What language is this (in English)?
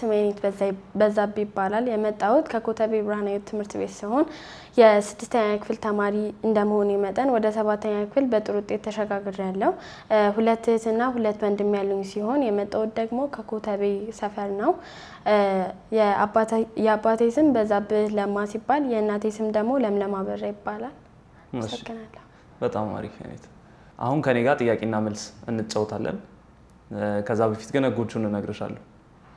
Amharic